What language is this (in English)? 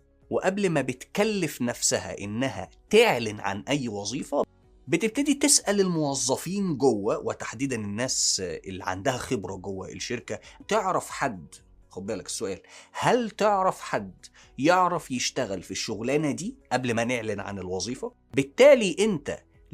Egyptian Arabic